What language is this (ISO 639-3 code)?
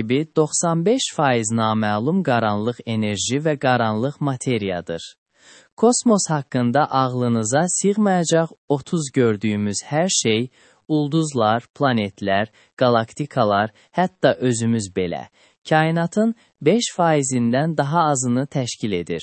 aze